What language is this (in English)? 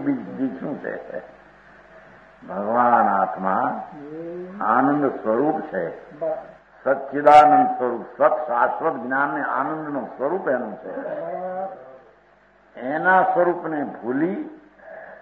Gujarati